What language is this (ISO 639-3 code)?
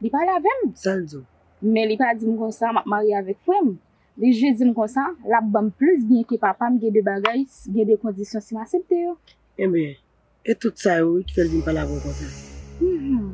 hat